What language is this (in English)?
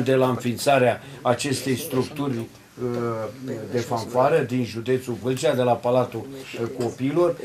Romanian